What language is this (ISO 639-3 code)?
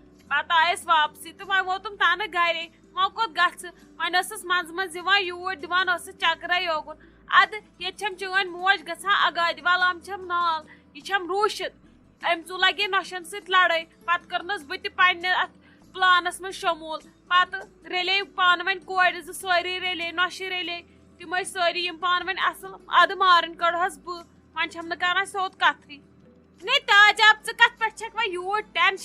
kas